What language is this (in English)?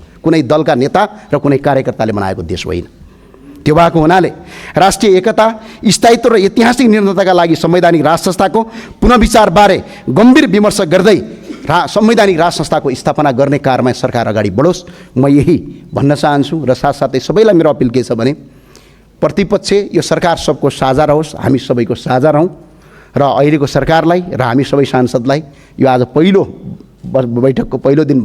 Nepali